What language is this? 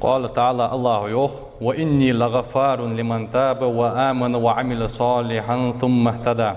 Ingush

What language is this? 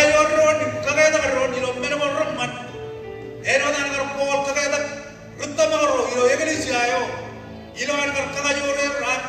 Marshallese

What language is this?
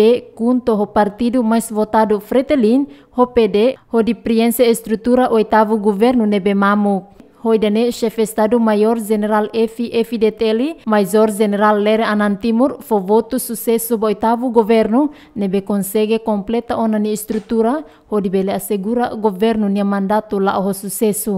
Tetum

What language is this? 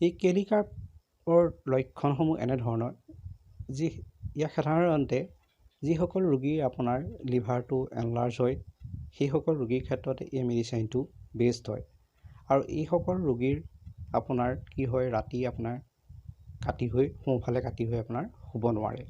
Assamese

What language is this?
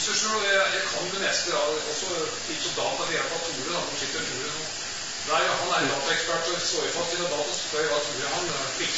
Norwegian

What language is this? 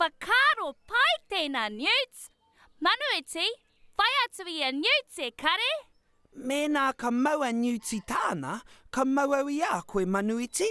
Māori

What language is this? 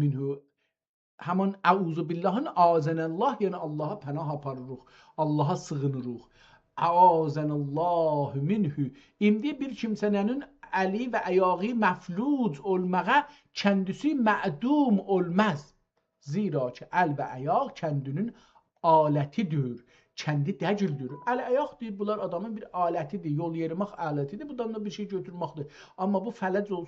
South Azerbaijani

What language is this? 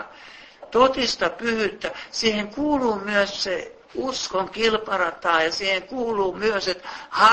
Finnish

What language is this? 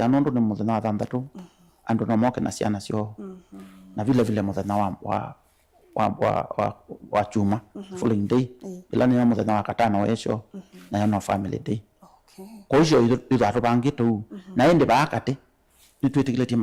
Kamba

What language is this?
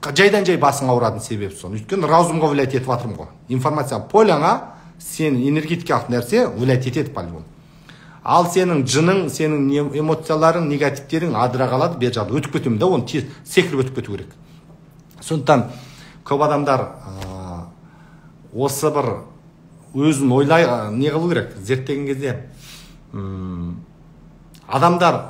Kazakh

